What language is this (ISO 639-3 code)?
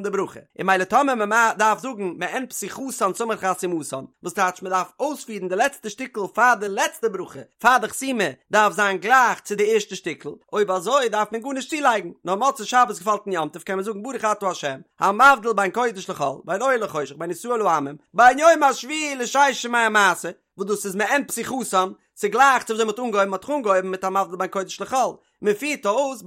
yid